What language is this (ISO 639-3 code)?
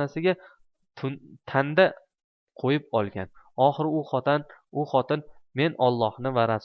uzb